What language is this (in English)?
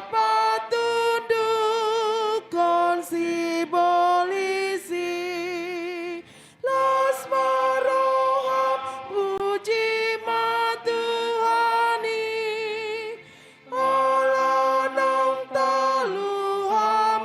Batak Toba